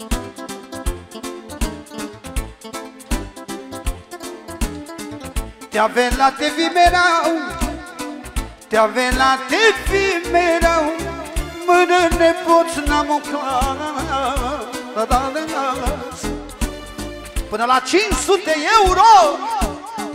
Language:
Romanian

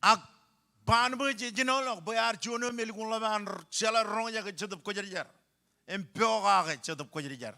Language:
Marshallese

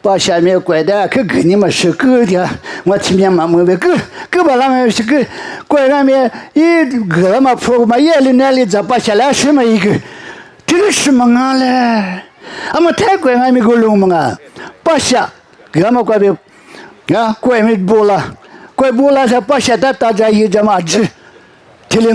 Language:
Lisu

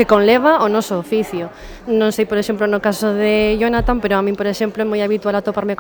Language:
Galician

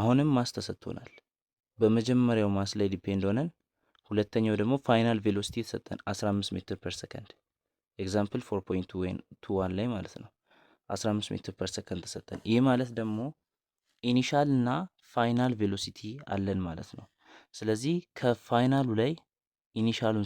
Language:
Amharic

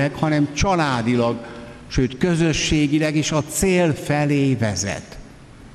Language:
Hungarian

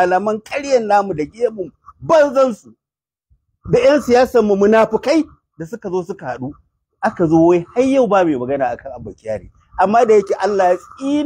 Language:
Hausa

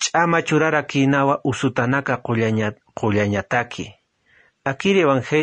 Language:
Aymara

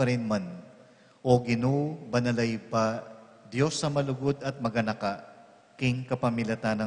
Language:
Pampanga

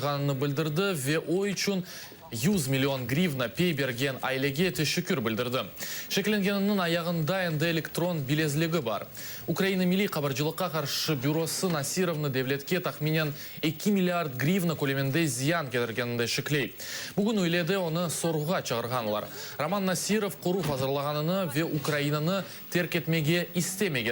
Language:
Crimean Tatar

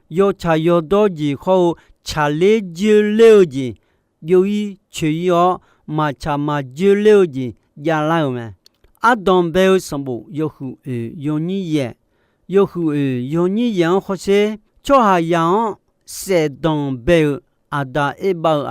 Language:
Akha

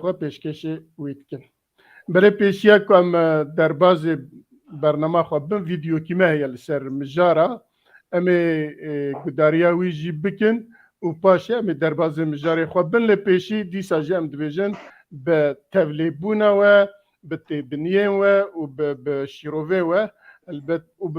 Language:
Kurdish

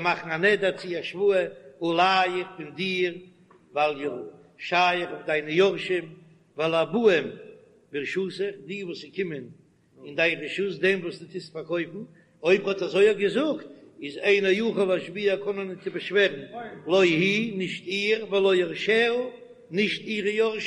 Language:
Yiddish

